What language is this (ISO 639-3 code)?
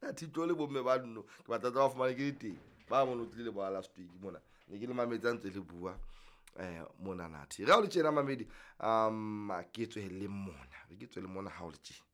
sot